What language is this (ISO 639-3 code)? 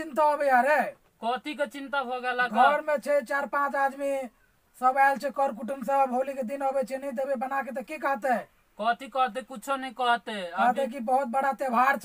mai